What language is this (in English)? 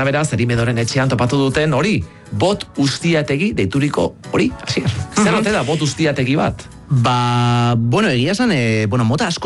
Basque